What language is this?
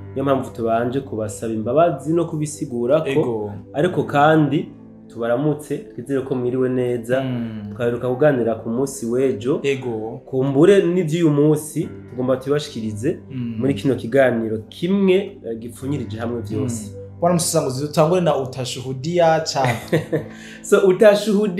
Rundi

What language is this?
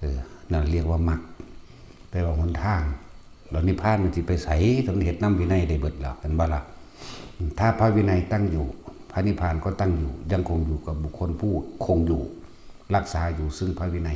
Lao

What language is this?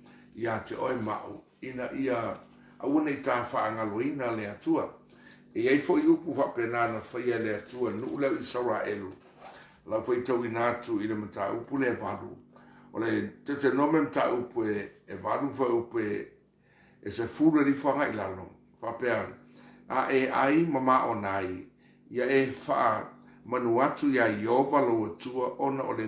Samoan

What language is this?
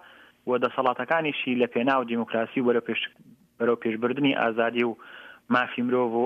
Central Kurdish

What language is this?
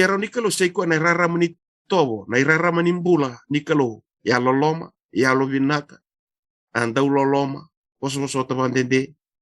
Fijian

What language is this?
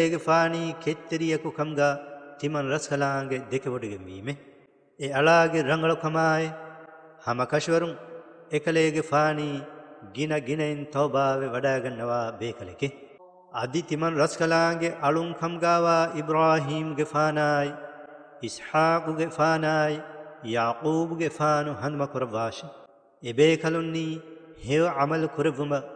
Divehi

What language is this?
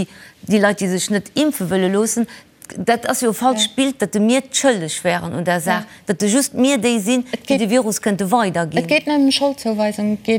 Luxembourgish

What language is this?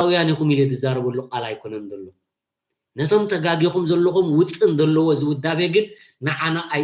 Tigrinya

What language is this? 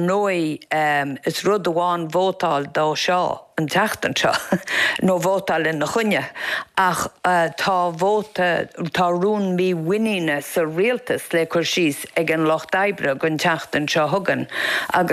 Irish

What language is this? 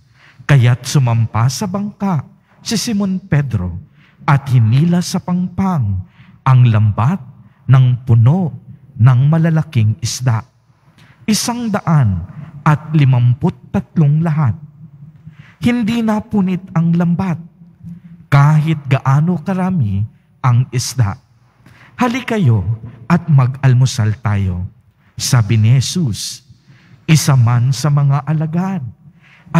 Filipino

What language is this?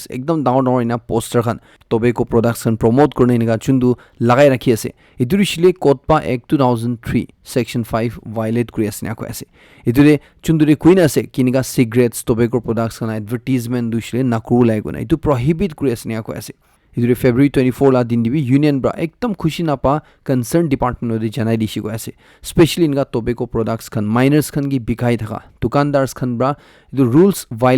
Naga Pidgin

